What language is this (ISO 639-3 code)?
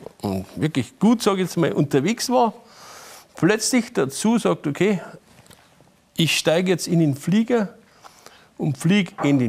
deu